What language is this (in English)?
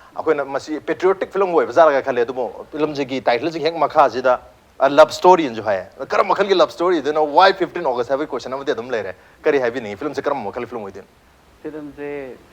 Manipuri